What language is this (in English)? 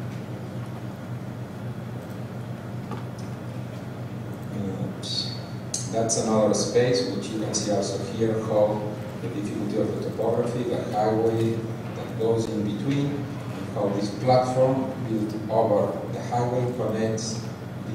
English